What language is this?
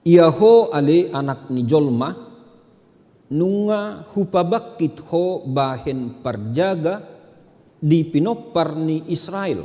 Batak Toba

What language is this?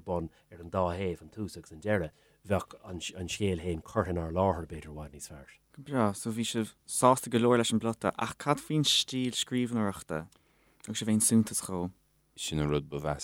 Irish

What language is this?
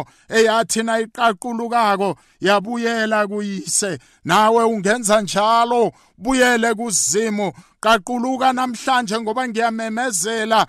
South Ndebele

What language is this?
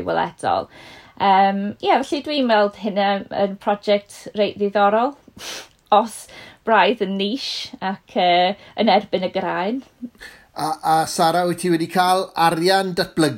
Welsh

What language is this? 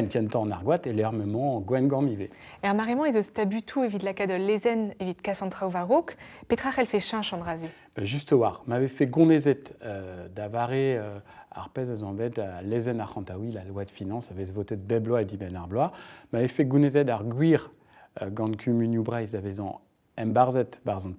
Breton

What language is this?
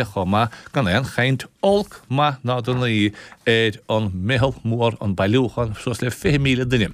Irish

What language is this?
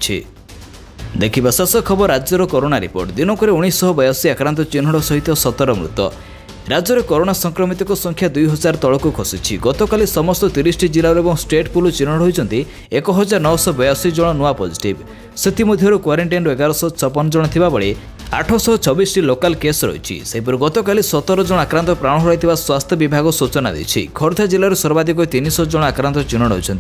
Odia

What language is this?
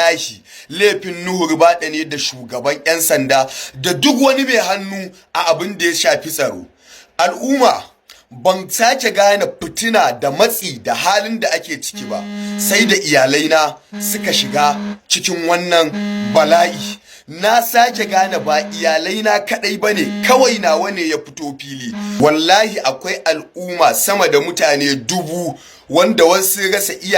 Hausa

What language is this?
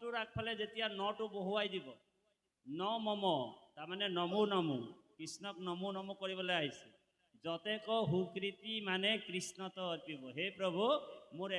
Assamese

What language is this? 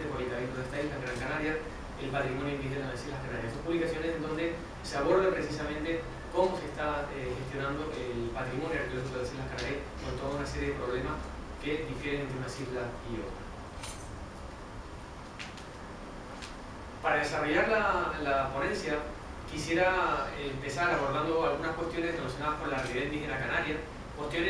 Spanish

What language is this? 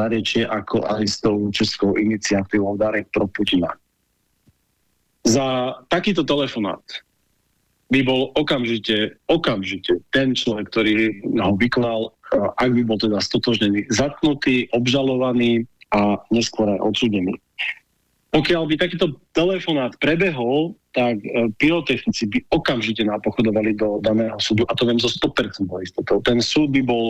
Slovak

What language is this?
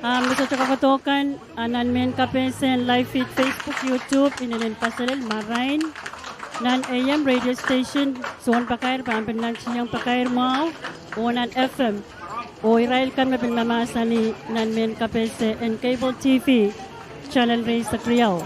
Pohnpeian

